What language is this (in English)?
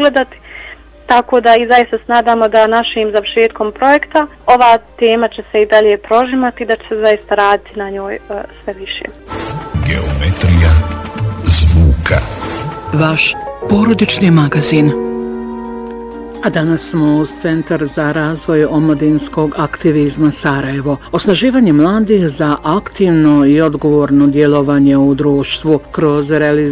Bosnian